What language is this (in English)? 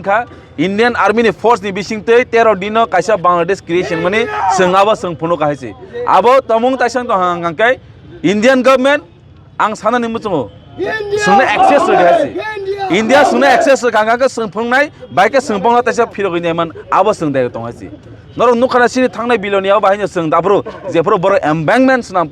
Kok Borok